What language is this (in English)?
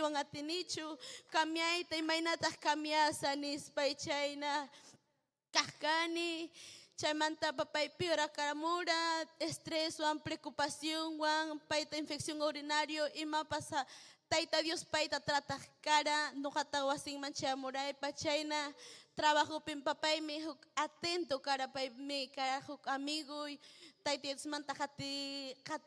Ayacucho Quechua